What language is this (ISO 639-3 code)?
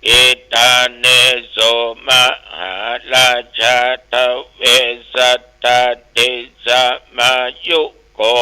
pli